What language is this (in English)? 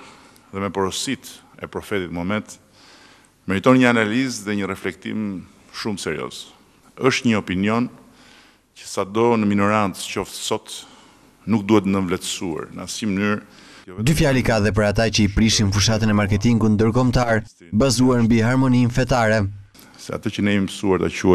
Albanian